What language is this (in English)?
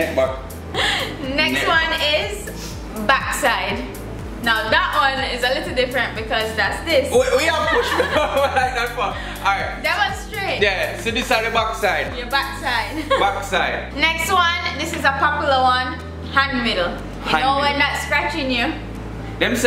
Jamaican Creole English